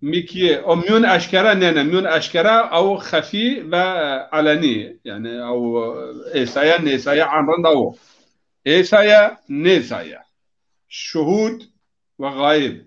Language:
Zaza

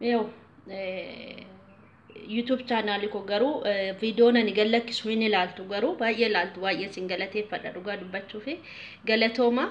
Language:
Oromo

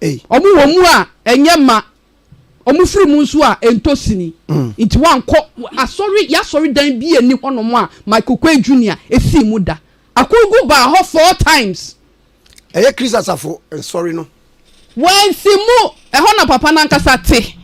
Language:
Akan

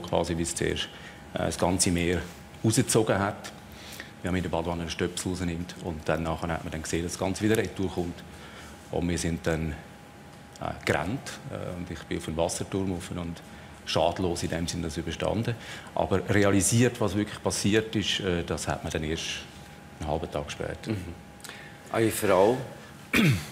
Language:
Swiss German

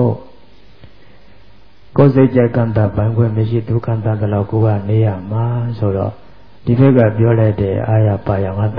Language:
Burmese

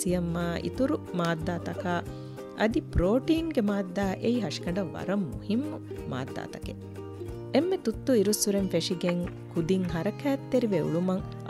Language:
Divehi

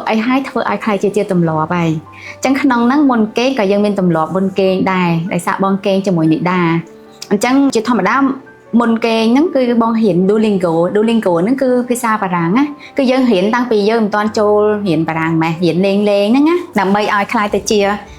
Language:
Khmer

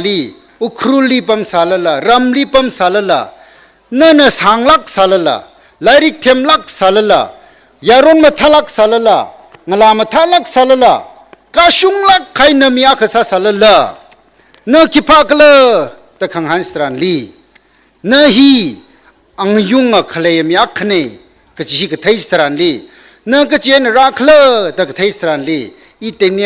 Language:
Tangkhul Naga (India)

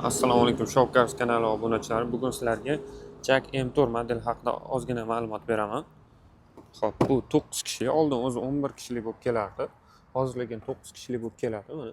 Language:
Uzbek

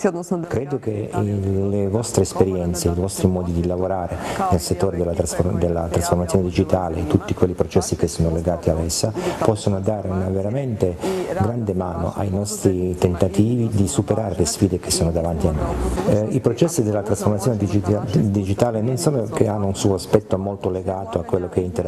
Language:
Italian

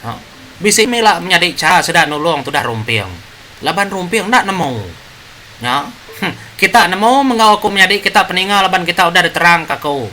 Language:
Iban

